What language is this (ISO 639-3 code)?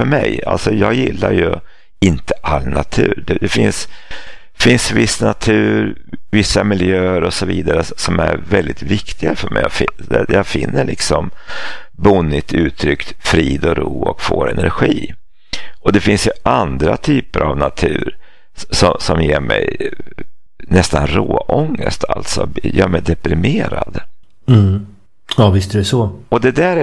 swe